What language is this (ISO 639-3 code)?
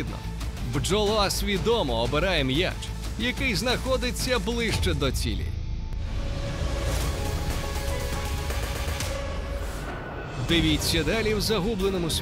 ukr